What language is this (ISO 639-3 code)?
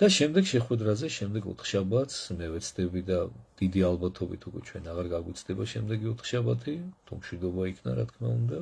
kat